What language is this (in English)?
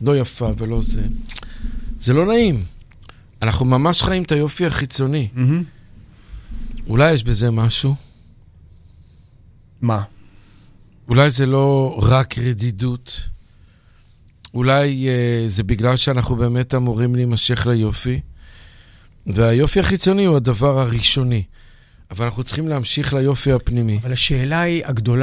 Hebrew